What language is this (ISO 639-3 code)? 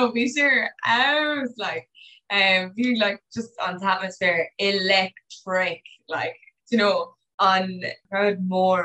gle